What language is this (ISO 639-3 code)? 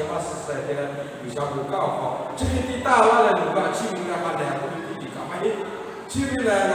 lhu